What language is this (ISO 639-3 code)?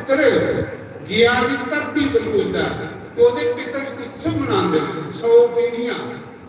doi